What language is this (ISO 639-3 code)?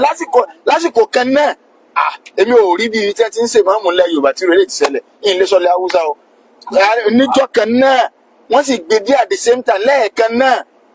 yor